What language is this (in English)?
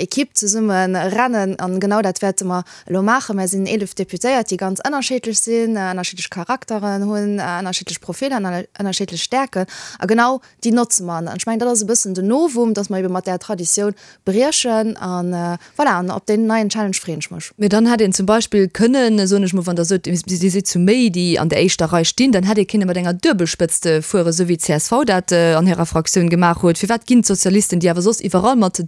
Luxembourgish